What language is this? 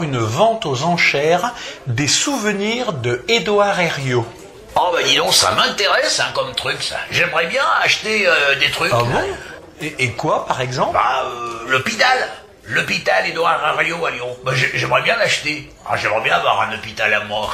French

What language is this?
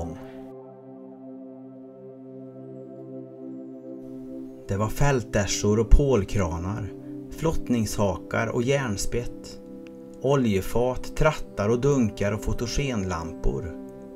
Swedish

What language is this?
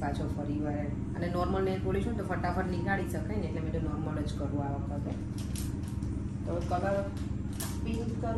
Gujarati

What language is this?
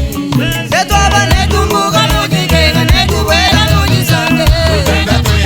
Luba-Lulua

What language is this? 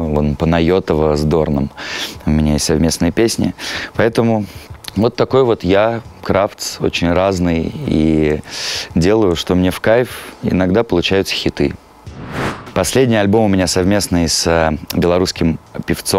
Russian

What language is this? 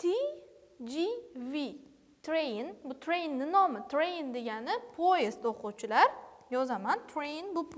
Uzbek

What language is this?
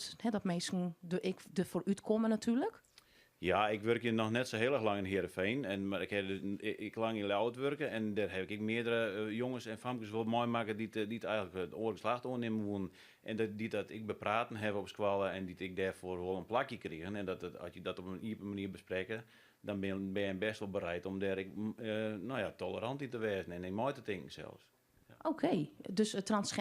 Western Frisian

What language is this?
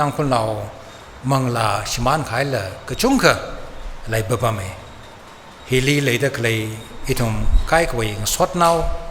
Tangkhul Naga (India)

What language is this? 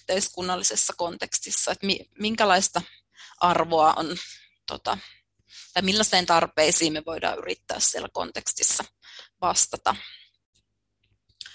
Finnish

